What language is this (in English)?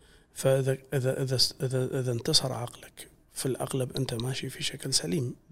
Gulf Arabic